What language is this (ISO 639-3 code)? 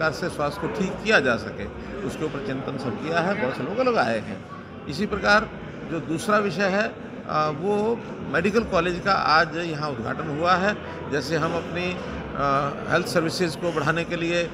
hin